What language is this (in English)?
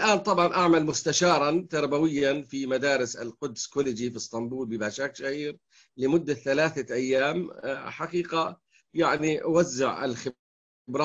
Arabic